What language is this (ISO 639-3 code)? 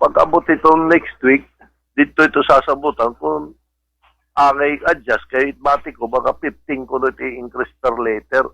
war